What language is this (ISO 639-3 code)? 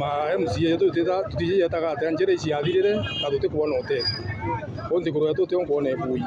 mer